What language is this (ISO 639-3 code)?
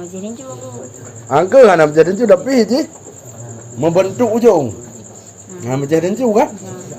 ace